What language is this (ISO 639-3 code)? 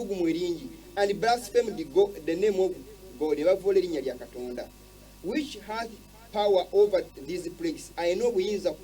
lug